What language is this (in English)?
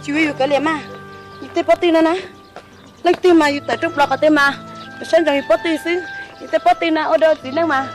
Hmong